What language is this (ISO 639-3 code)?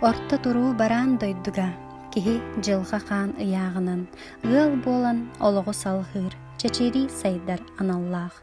sah